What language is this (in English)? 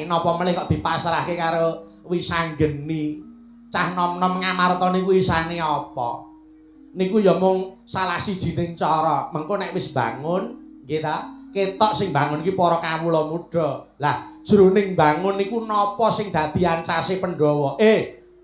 Javanese